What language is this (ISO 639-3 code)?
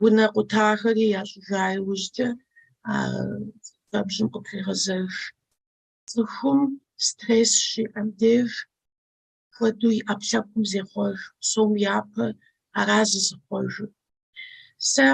kbd